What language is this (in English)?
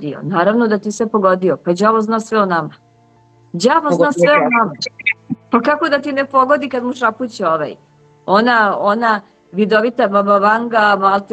Serbian